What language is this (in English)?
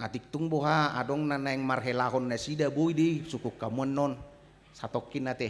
Batak Toba